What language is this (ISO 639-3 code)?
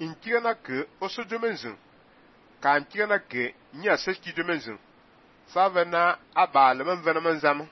fan